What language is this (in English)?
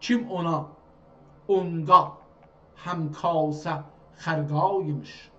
South Azerbaijani